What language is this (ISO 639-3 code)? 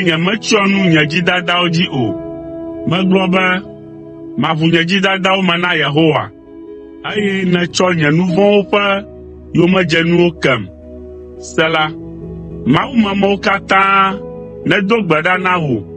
ewe